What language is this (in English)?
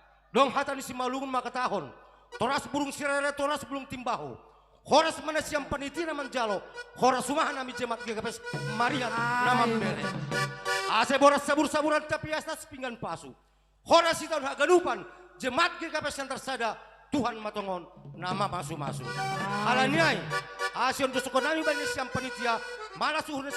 Batak Simalungun